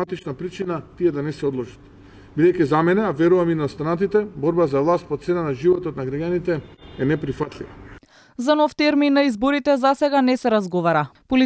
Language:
Macedonian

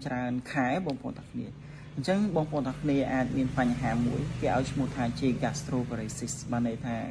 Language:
Khmer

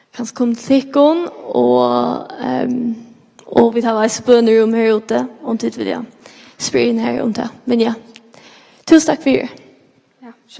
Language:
Faroese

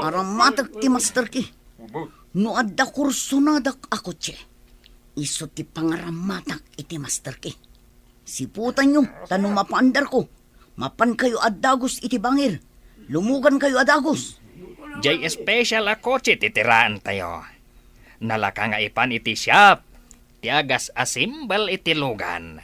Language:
Iloko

